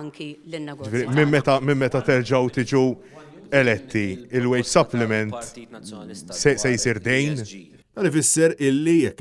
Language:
Maltese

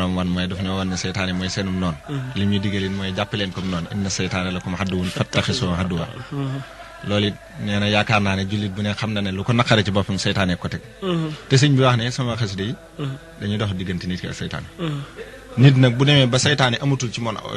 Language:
Wolof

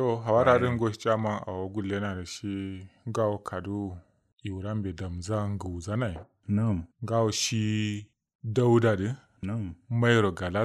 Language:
Kanuri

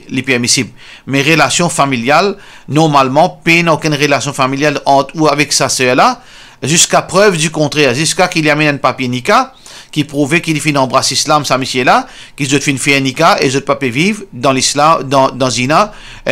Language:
Morisyen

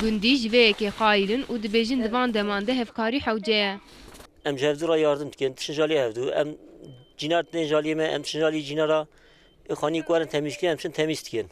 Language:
Kurdish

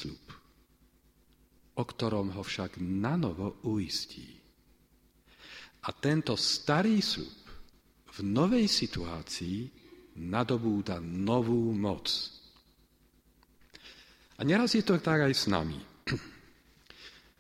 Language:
Slovak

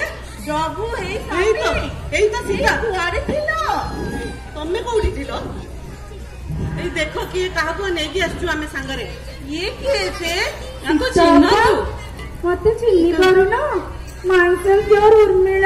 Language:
Odia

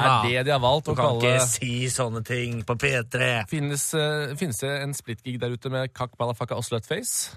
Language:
Norwegian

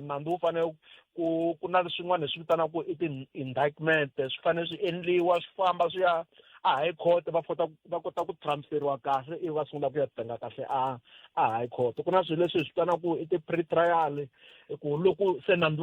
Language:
Tsonga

